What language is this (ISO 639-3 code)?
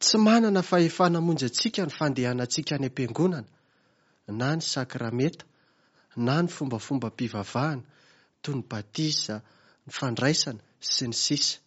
mlg